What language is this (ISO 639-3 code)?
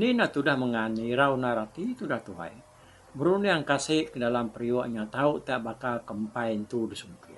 iba